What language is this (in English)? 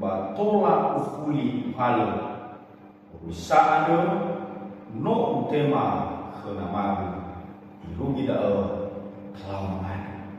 Nias